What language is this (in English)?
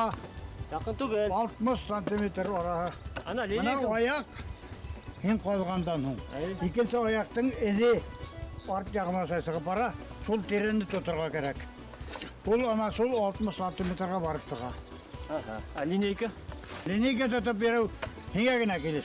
Bashkir